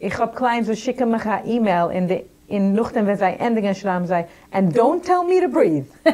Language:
Yiddish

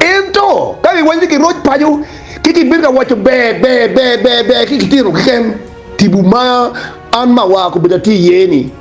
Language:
Acoli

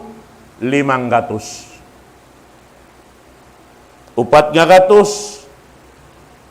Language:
Tausug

